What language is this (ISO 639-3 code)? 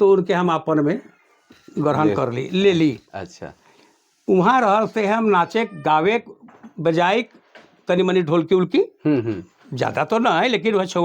sck